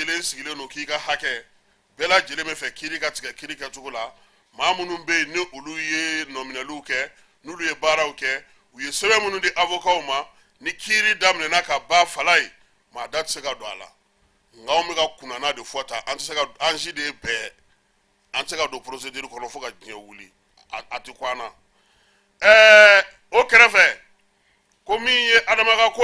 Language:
Bambara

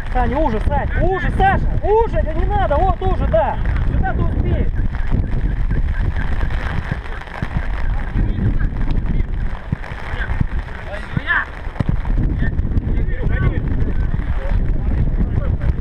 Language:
Russian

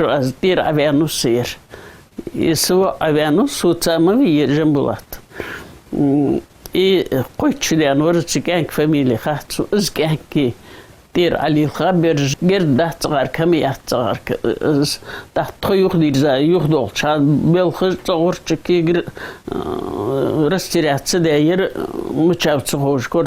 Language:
Ingush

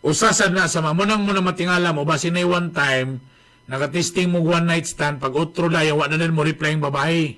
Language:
Cebuano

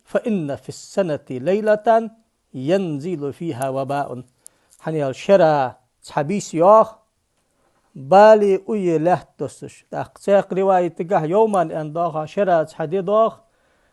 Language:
Ingush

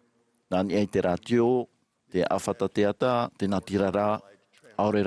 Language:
Tahitian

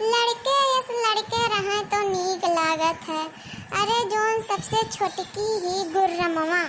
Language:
Awadhi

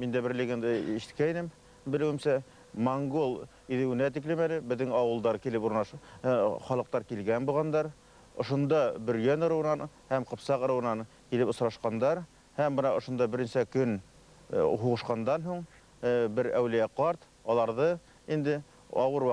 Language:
Bashkir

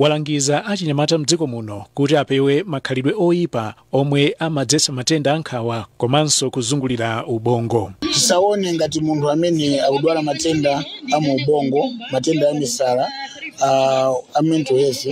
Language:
Nyanja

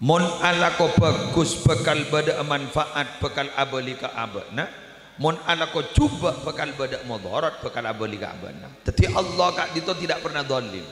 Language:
Madurese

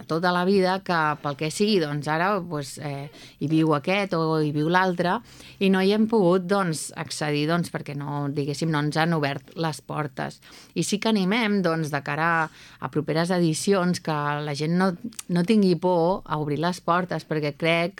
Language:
Catalan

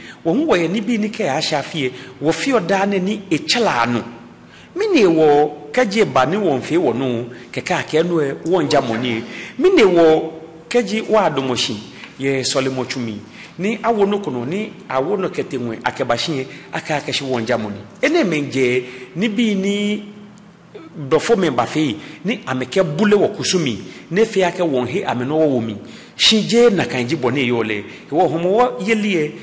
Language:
Ga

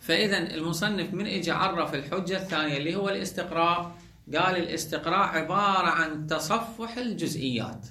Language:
Mesopotamian Arabic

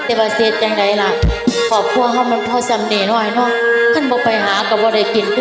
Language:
Northeastern Thai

